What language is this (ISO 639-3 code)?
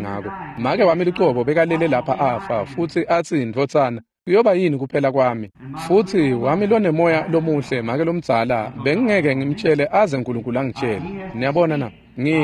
ssw